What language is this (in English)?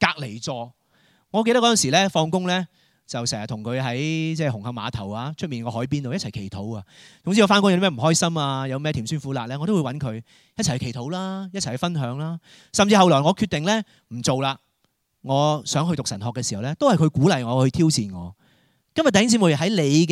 Cantonese